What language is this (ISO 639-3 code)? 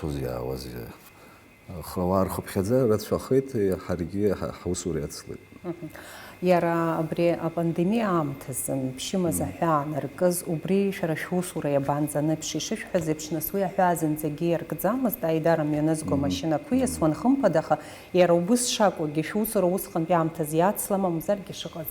abk